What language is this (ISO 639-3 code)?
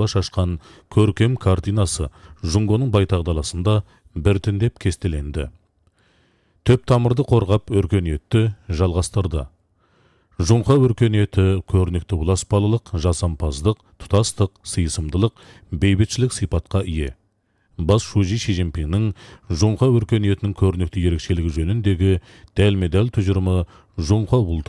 kaz